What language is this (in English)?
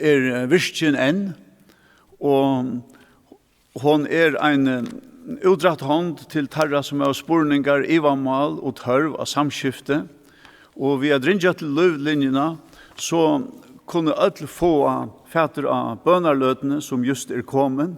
Faroese